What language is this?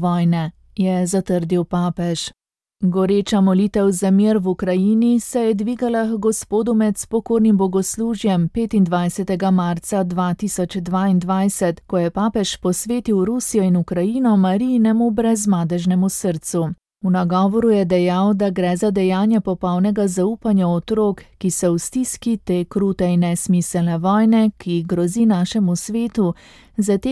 Slovenian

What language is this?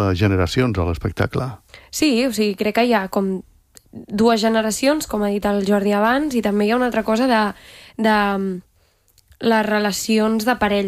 Catalan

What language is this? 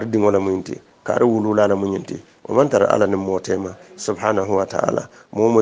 Hausa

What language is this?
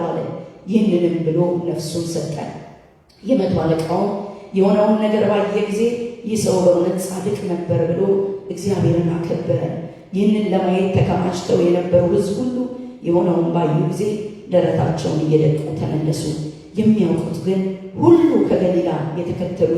Amharic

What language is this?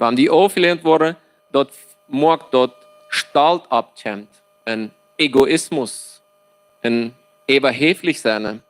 Plautdietsch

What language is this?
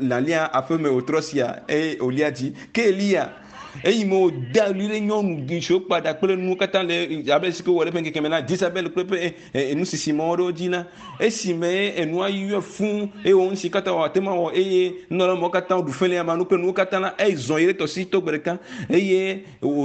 Ewe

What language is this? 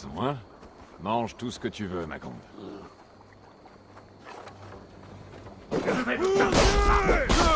French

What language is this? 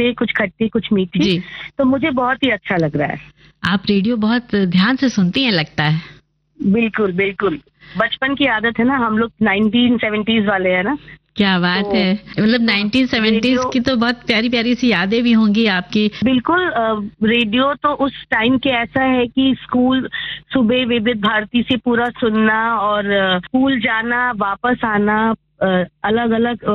Hindi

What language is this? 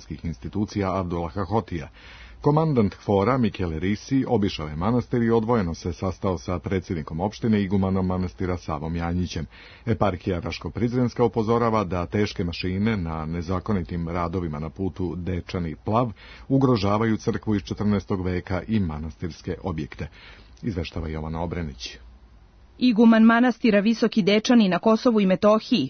Serbian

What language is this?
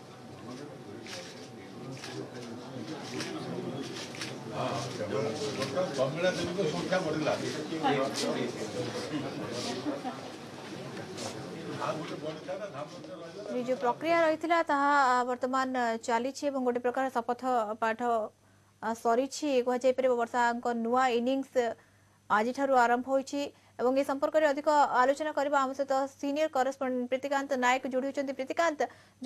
Odia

